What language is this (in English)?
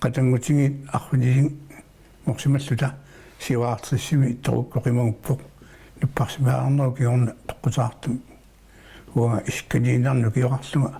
Kalaallisut